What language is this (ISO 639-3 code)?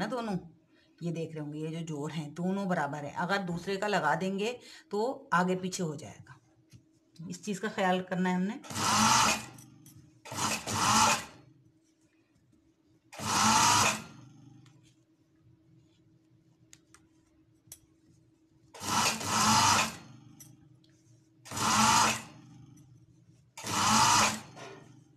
hin